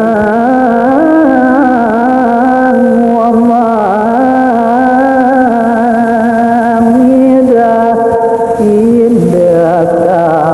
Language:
Balinese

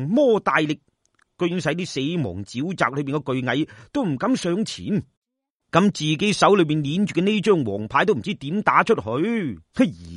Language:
Cantonese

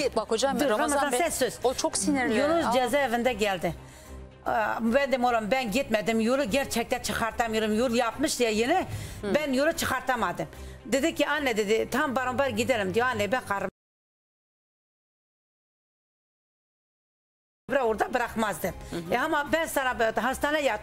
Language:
Turkish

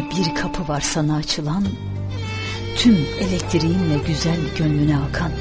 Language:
Turkish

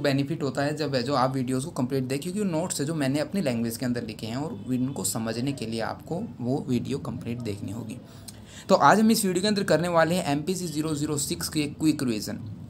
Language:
Hindi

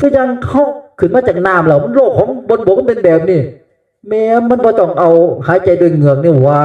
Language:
Northeastern Thai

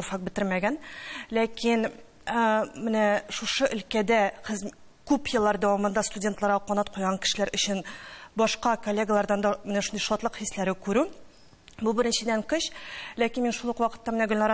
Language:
Tatar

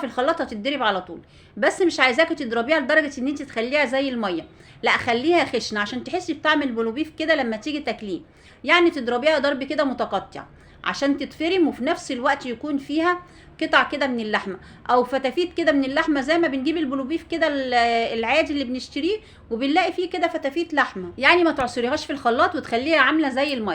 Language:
Egyptian Arabic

